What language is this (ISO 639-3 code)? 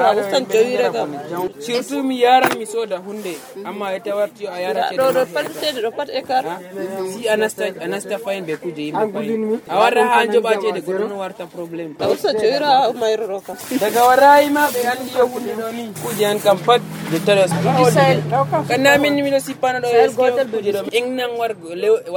fuv